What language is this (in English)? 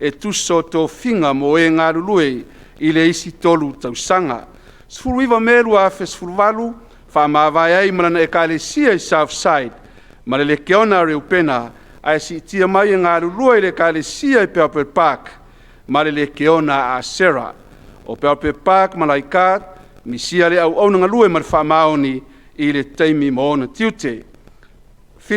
Samoan